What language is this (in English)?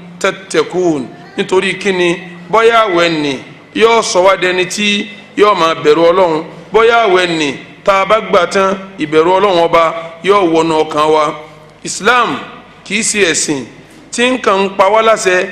Yoruba